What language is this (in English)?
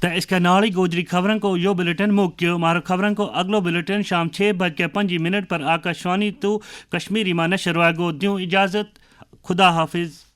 Gujari